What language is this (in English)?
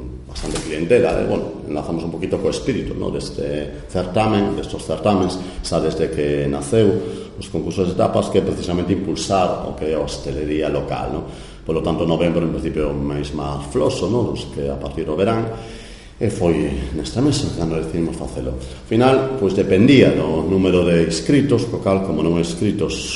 Galician